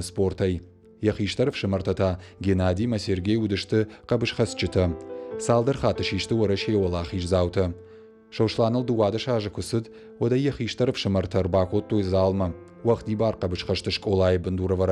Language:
Ossetic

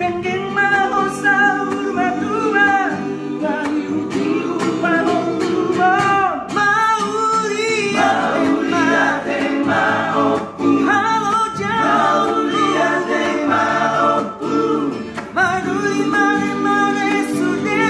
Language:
Batak Toba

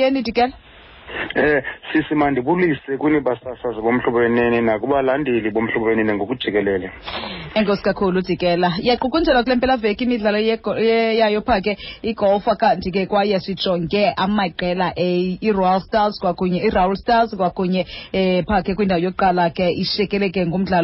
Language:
Xhosa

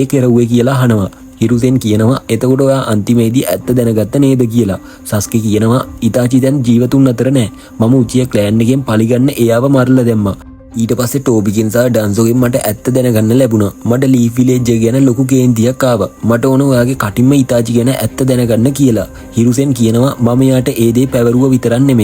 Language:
Sinhala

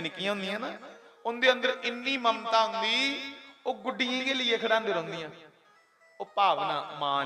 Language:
Dogri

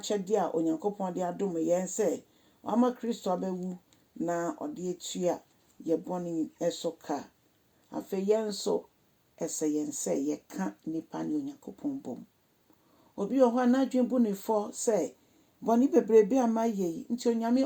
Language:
Akan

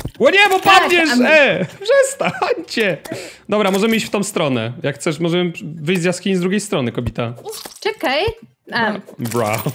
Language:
Polish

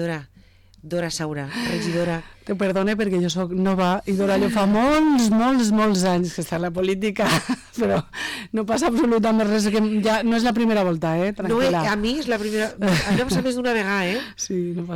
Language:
Catalan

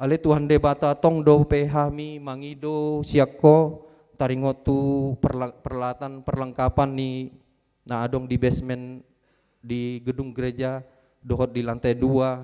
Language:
Batak Toba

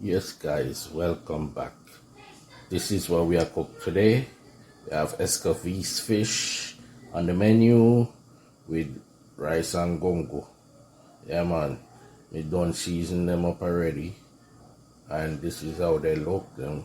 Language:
Jamaican Creole English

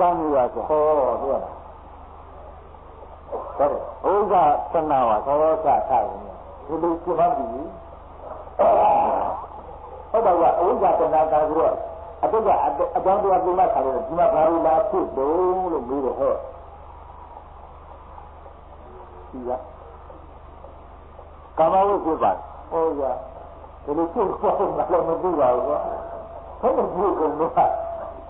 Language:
Burmese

